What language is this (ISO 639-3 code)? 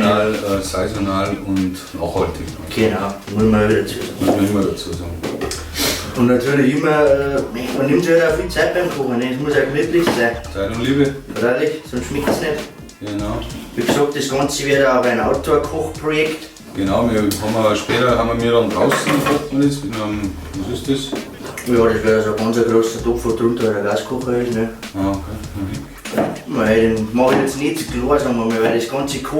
bar